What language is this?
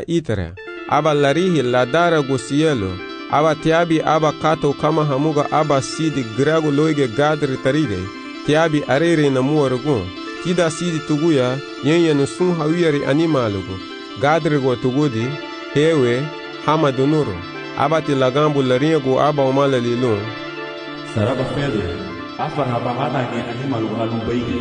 Garifuna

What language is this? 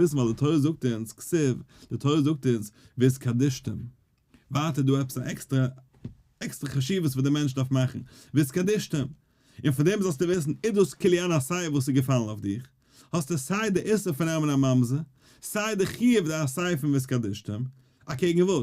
Yiddish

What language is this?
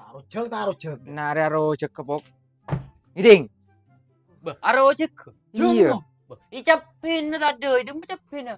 Madurese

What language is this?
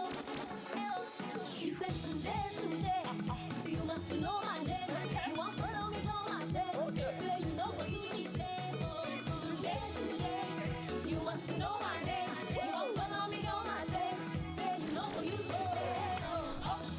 Nigerian Pidgin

